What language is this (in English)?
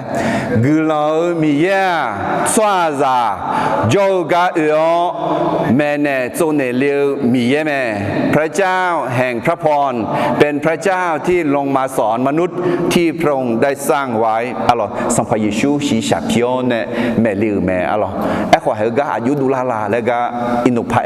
Akha